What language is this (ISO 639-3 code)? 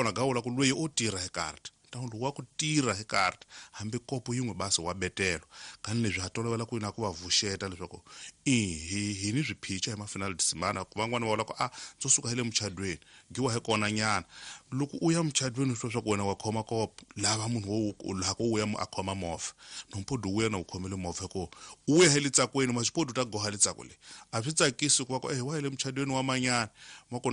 tso